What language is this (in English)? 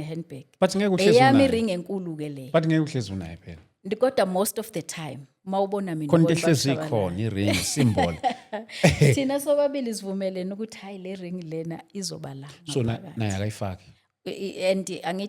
Zulu